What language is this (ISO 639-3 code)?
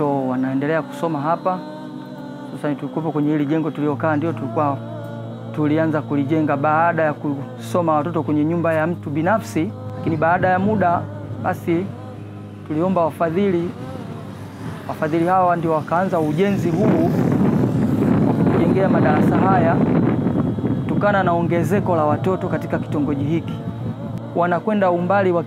swa